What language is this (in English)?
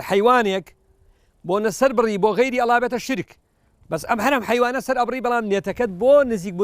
Central Kurdish